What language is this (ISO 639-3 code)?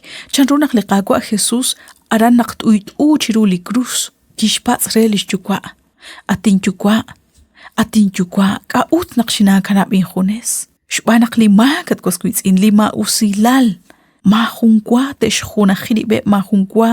kek